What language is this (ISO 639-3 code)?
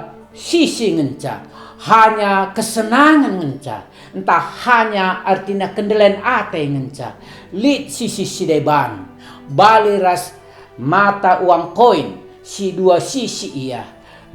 btx